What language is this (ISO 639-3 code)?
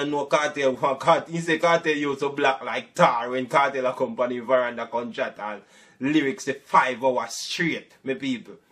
jam